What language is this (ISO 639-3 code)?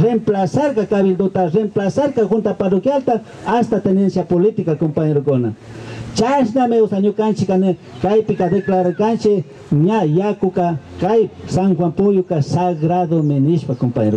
qvi